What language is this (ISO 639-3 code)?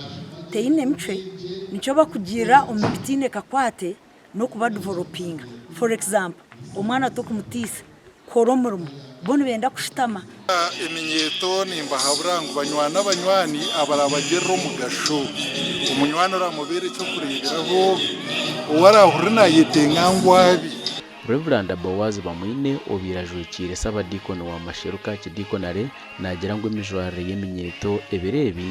nyn